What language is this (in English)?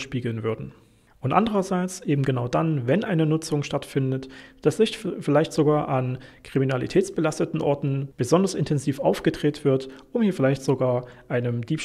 German